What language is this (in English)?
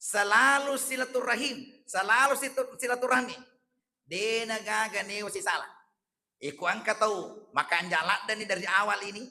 Buginese